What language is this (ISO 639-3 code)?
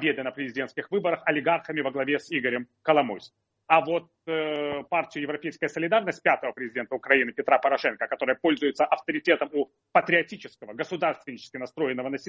rus